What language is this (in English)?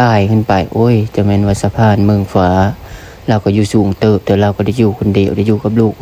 Lao